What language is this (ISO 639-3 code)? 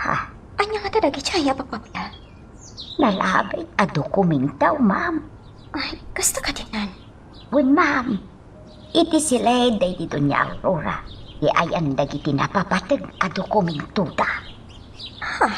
ilo